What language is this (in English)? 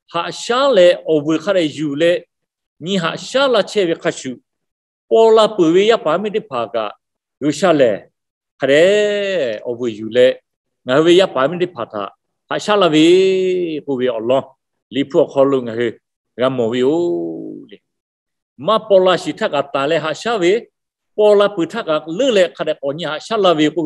Lahu